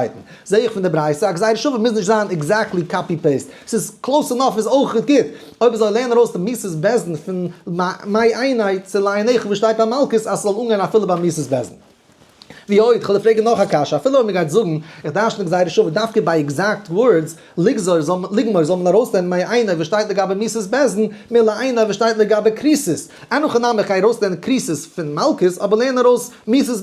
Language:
Yiddish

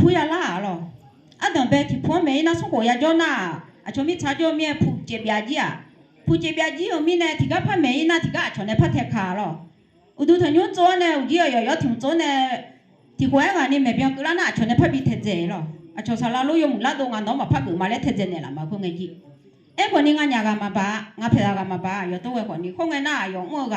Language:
Akha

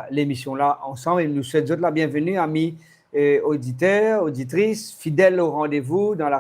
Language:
Morisyen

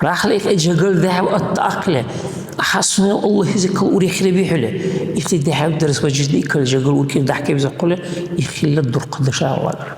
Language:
Dargwa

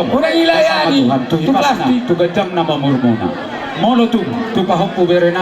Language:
Batak Toba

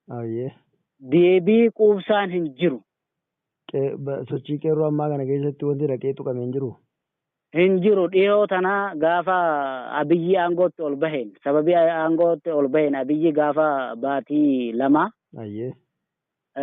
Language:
Oromo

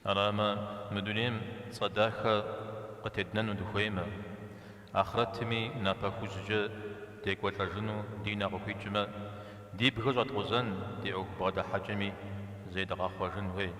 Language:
Kabardian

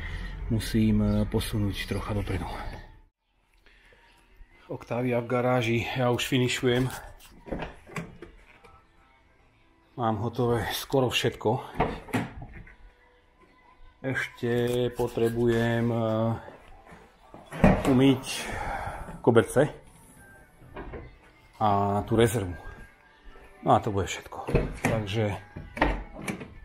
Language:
Slovak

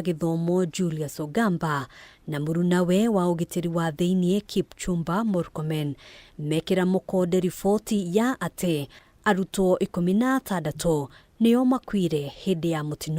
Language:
Kikuyu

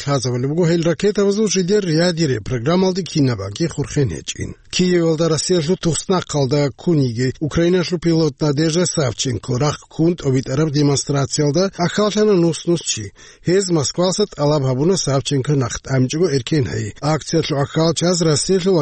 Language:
Avaric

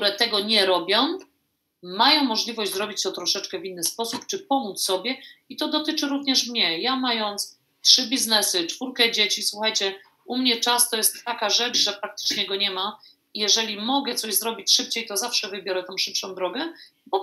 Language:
Polish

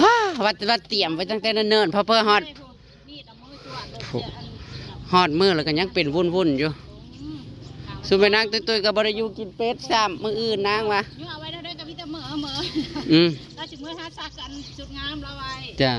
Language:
Northeastern Thai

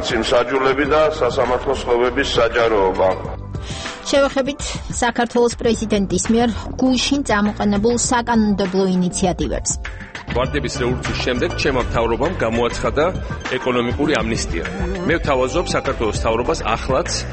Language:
Georgian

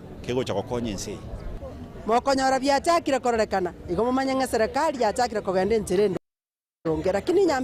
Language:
Gusii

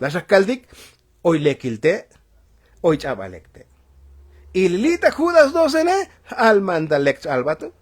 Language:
Tzotzil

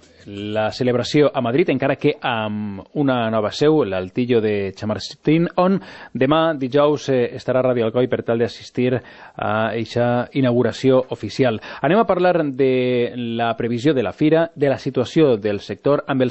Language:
Catalan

